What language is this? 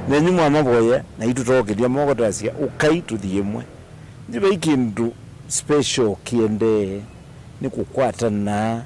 Kamba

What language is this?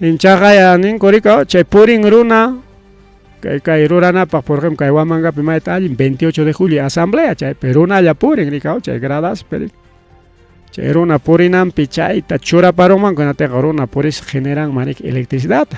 Ayacucho Quechua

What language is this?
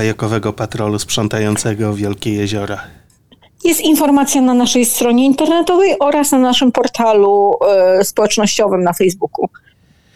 Polish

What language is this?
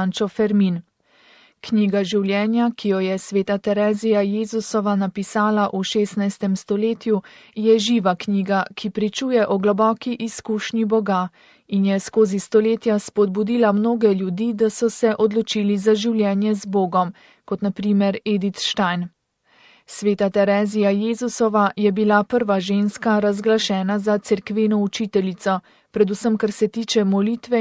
Slovenian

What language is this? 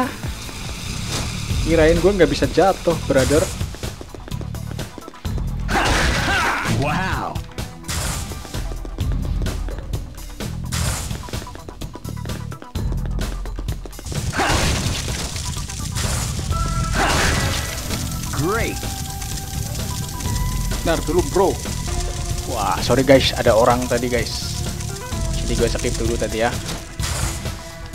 Indonesian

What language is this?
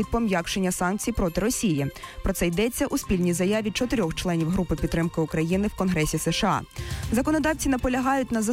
Ukrainian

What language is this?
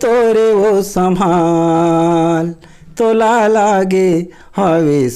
Chhattisgarhi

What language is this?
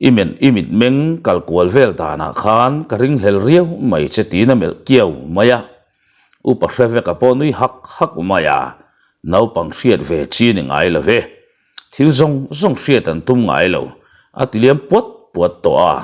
Mizo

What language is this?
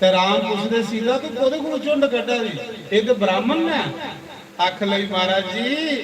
Dogri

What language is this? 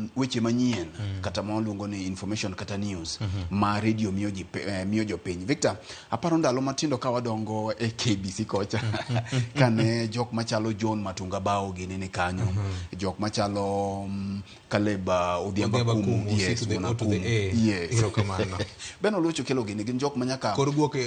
Luo (Kenya and Tanzania)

